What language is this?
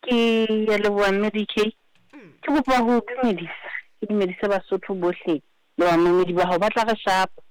Southern Sotho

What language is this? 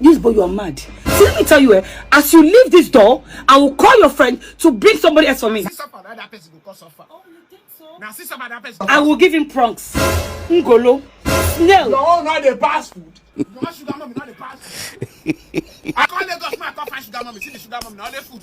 Nigerian Pidgin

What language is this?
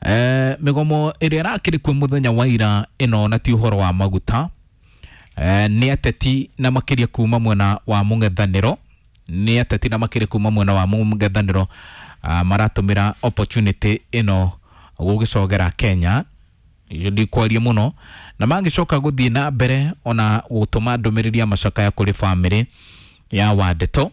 Kikuyu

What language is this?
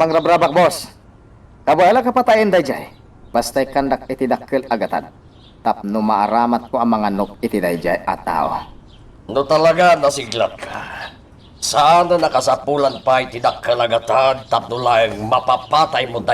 Iloko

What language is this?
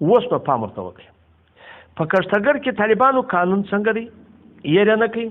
Pashto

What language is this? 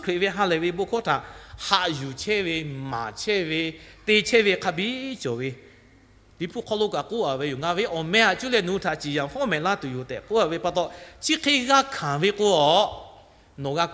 Lahu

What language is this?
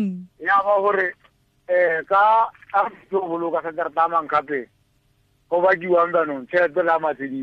Tswana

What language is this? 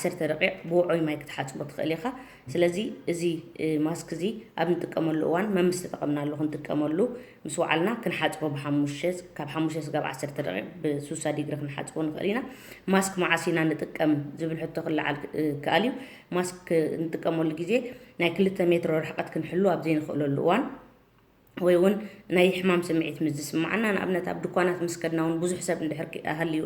Tigrinya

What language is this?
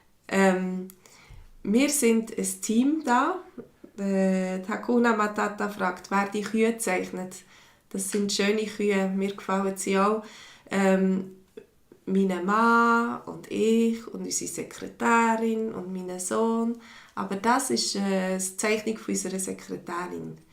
Swiss German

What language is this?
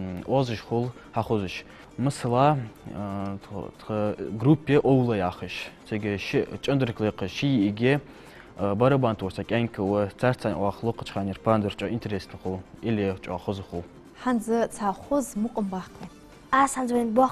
Ingush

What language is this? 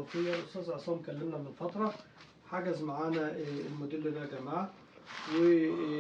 Egyptian Arabic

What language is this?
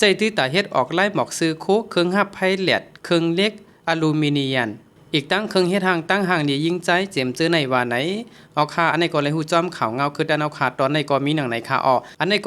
Shan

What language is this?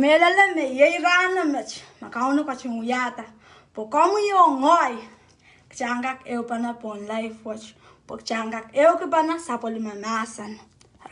Pohnpeian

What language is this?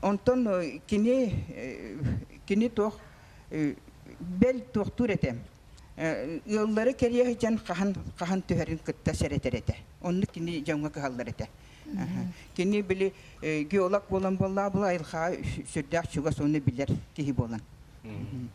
Yakut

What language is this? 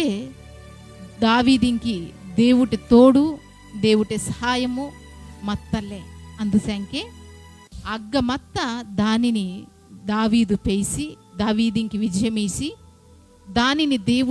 Koya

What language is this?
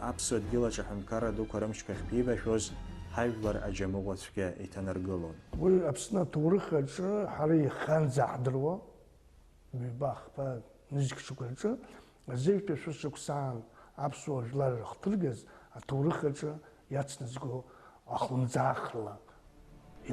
Abkhazian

